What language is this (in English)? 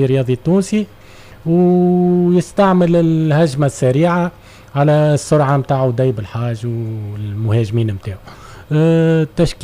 Tunisian Arabic